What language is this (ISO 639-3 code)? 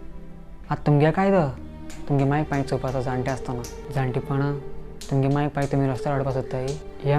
kok